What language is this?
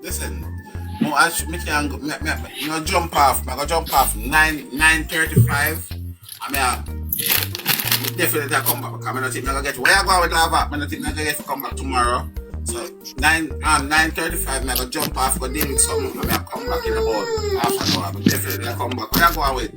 Jamaican Creole English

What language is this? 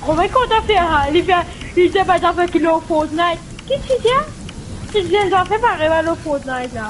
Morisyen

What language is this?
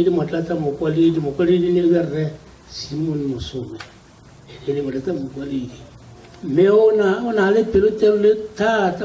Tswana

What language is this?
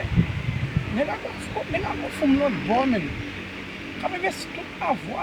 Haitian Creole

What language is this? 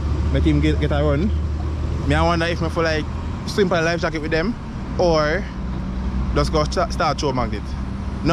Jamaican Creole English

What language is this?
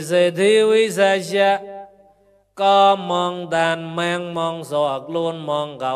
Mon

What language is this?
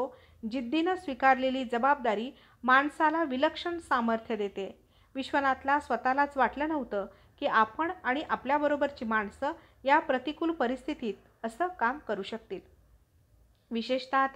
Marathi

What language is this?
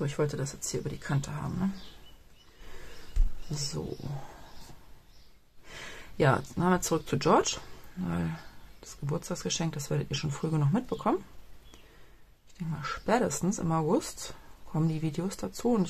German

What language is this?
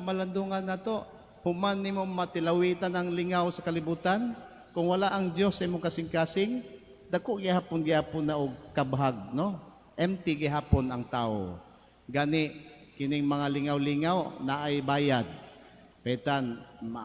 Cebuano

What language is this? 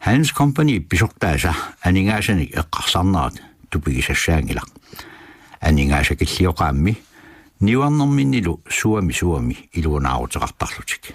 Kalaallisut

